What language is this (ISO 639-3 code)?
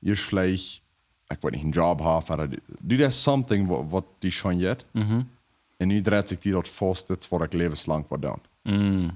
pdt